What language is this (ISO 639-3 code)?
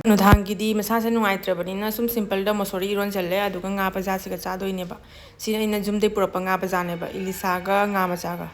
mni